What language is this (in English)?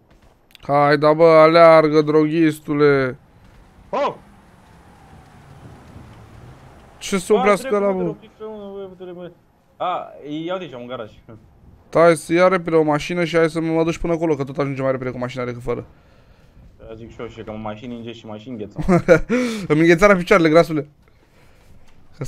Romanian